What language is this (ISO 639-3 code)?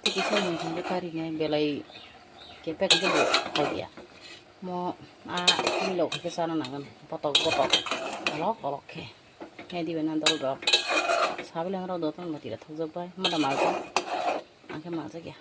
trp